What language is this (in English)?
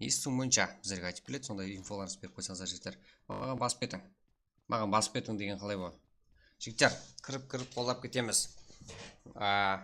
Kara-Kalpak